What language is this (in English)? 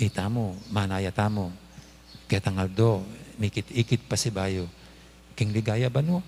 Pampanga